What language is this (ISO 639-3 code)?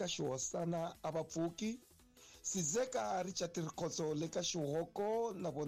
tso